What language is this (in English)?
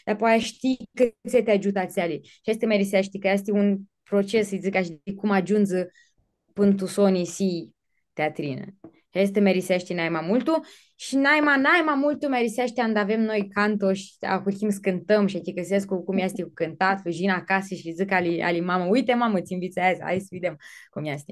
Aromanian